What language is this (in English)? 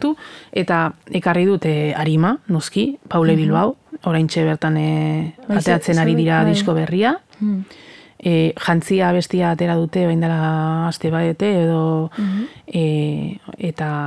Basque